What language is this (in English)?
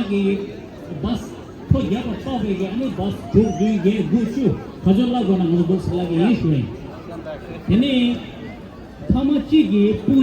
Tibetan